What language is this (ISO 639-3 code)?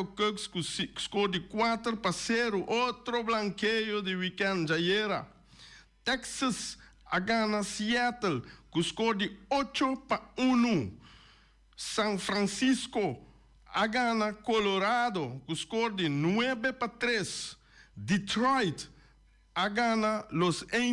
pap